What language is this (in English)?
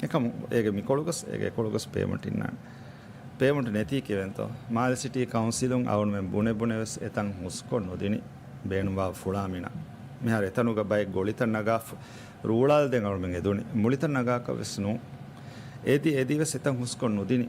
Divehi